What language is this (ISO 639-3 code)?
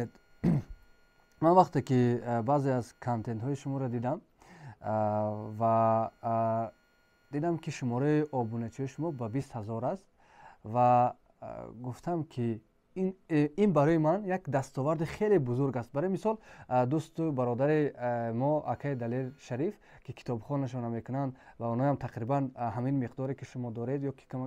tgk